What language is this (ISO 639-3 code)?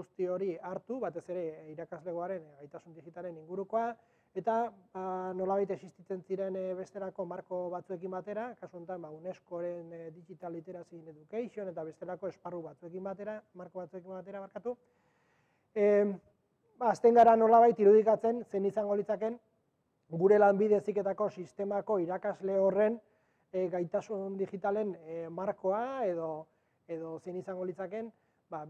eus